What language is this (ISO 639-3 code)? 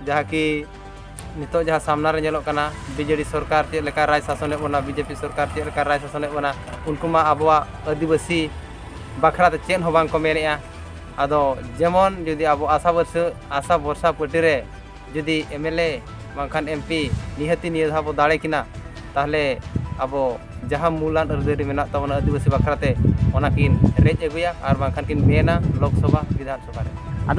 sat